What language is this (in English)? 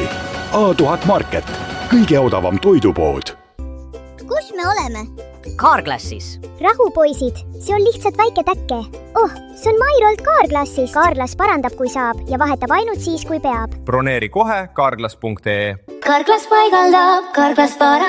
Estonian